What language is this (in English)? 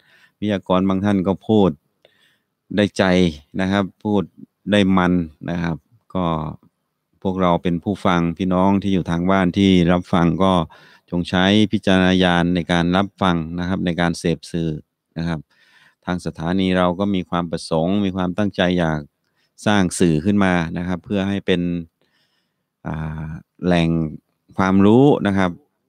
Thai